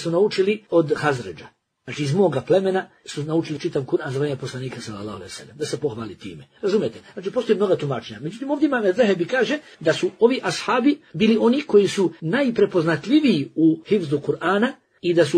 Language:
Bosnian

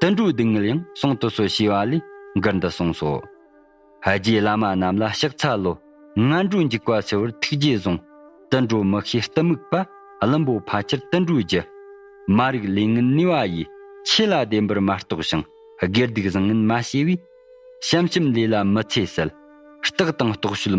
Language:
Tibetan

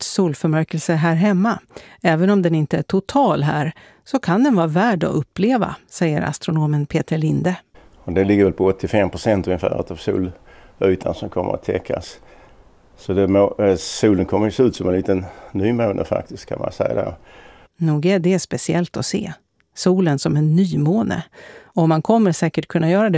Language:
Swedish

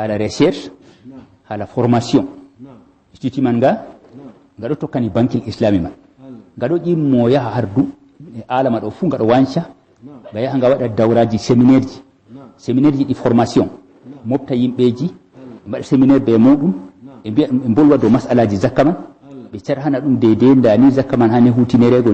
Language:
Fula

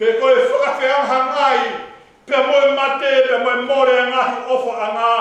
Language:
Tongan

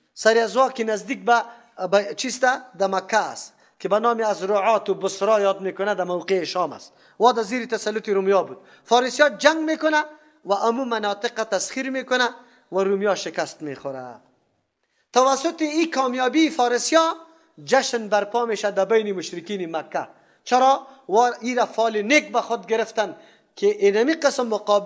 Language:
Persian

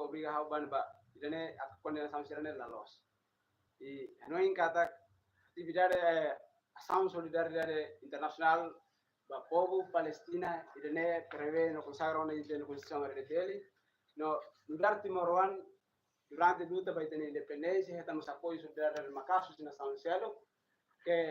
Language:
Tetum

